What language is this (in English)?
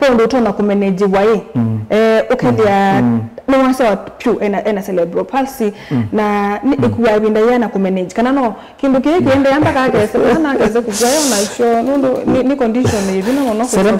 Kamba